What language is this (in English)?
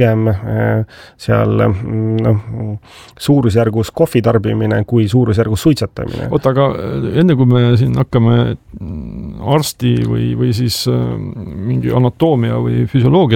Estonian